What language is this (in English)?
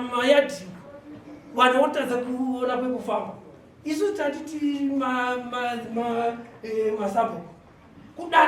Shona